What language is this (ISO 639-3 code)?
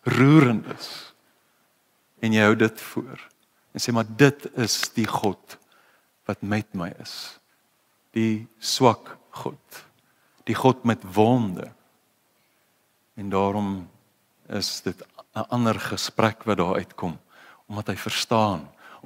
afr